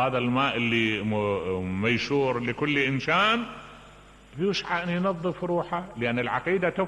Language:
Mesopotamian Arabic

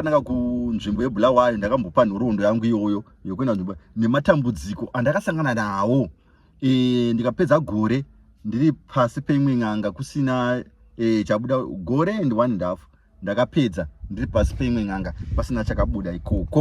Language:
Shona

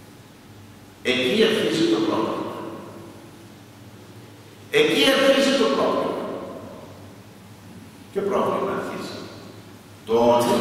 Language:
Greek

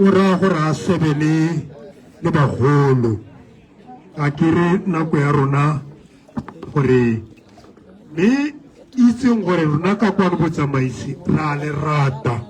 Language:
Tswana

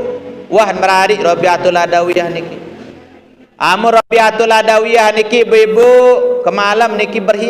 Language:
Sasak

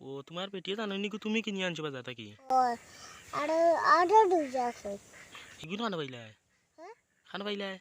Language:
Sylheti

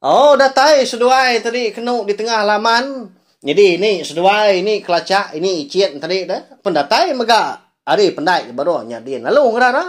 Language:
Iban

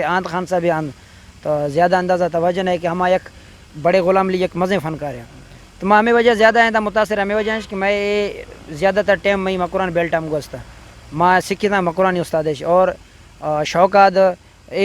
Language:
Eastern Balochi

